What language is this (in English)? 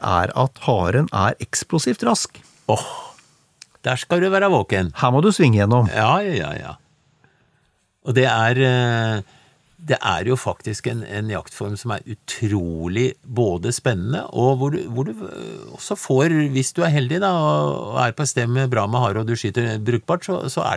Norwegian